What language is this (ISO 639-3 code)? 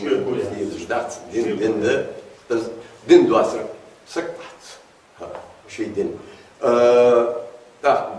inh